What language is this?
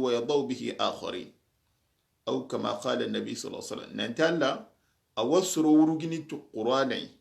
Soninke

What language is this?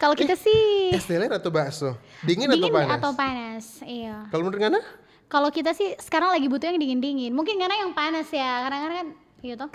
Manado Malay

